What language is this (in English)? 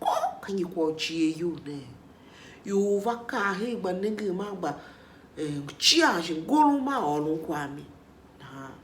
Tiv